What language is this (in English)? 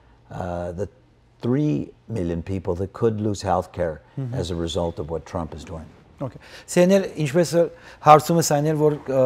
Western Armenian